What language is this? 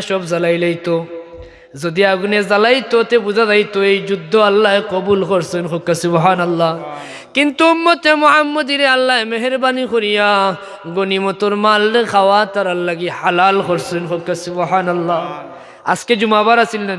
Sylheti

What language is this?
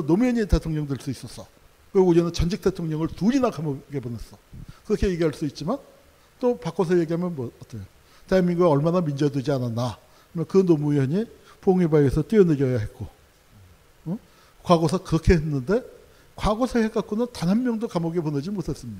Korean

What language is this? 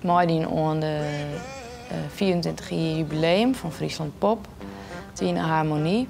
Western Frisian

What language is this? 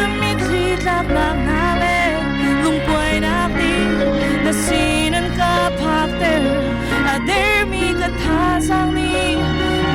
Hakha Chin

